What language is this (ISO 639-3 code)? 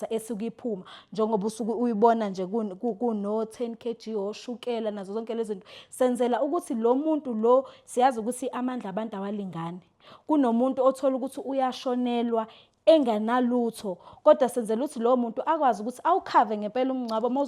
zul